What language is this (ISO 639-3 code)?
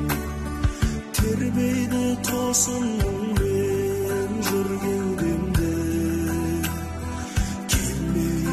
kaz